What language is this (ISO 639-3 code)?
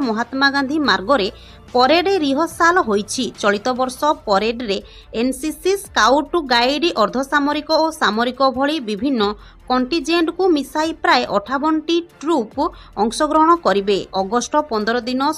ori